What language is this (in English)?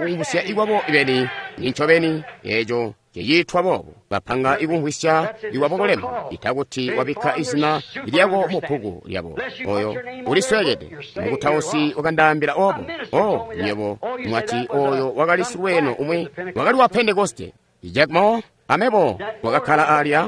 Tonga (Zambia)